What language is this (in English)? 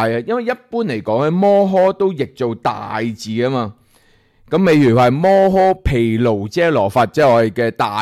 Cantonese